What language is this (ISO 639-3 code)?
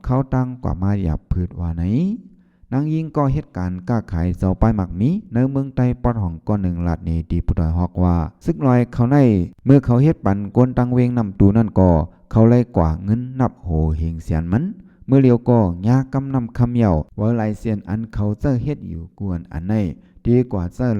shn